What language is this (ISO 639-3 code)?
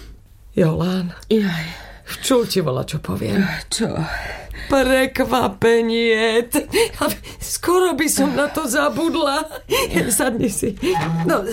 slk